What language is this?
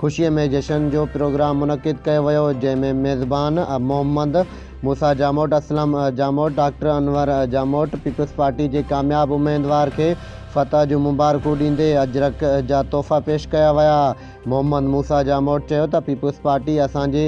Sindhi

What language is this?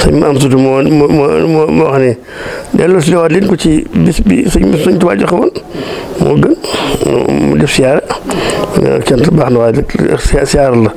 Wolof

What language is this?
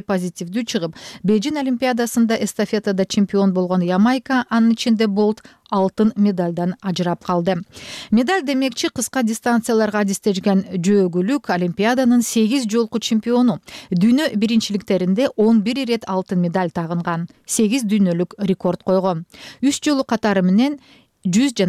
Kyrgyz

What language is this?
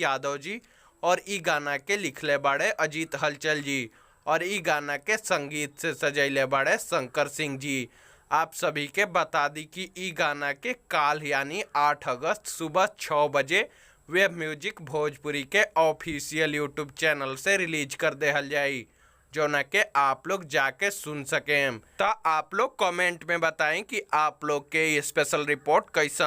Bhojpuri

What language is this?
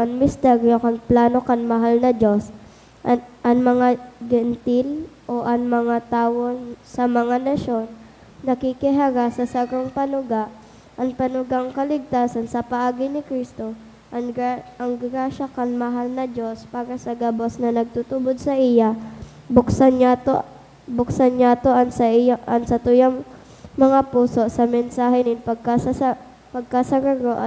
Bikol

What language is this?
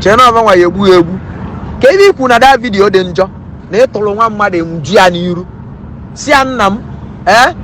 Igbo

